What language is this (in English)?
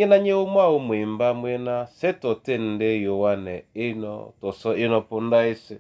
Duala